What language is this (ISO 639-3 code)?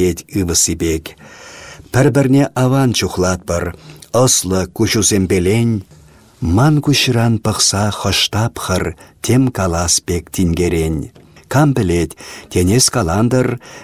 chv